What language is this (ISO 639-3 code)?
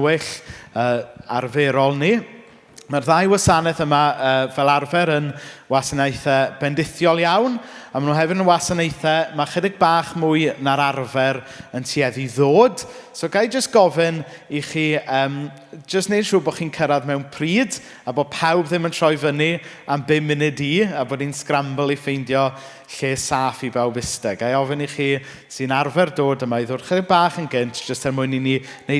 cym